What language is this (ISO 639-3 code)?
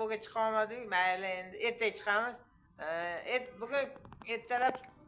uzb